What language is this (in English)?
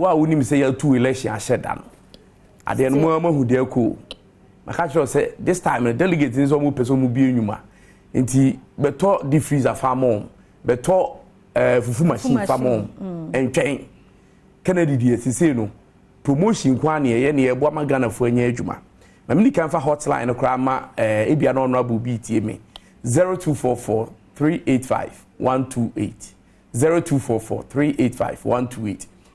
Akan